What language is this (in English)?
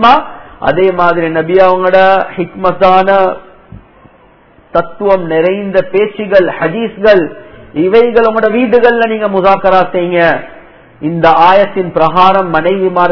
Tamil